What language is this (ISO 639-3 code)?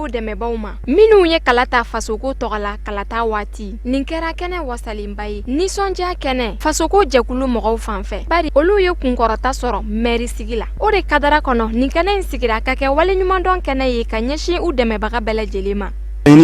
bam